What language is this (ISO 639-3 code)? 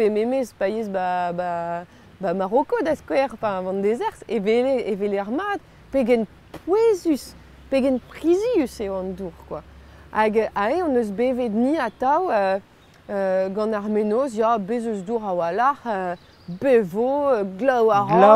bre